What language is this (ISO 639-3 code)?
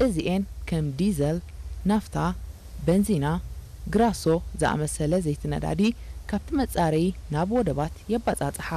tir